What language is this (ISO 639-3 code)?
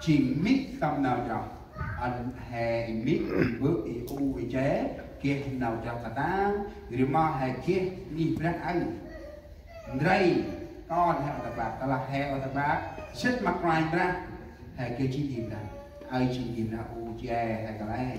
cmo